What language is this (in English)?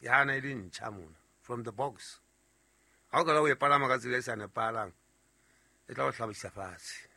Southern Sotho